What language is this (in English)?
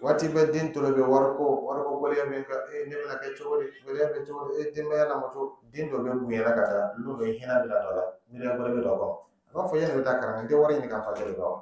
Dyula